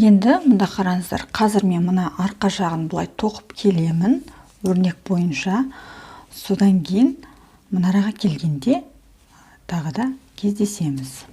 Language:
Kazakh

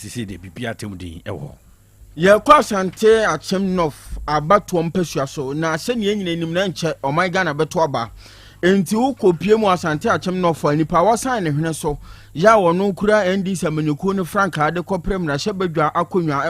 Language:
Akan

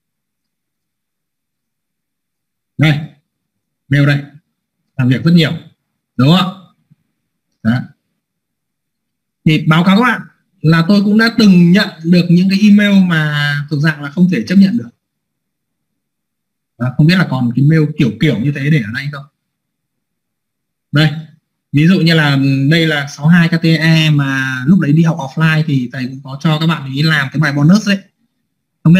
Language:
Vietnamese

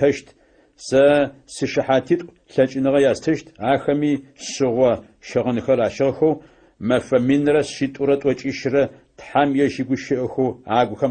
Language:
Adyghe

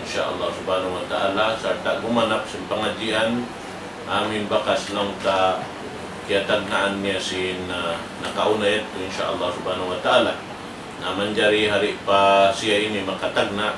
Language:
Tausug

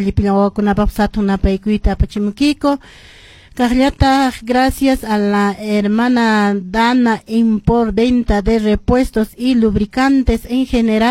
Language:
Quechua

